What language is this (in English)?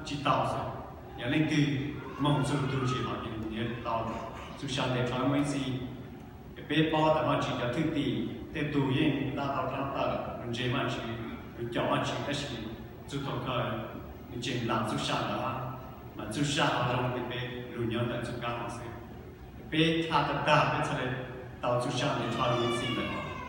Hmong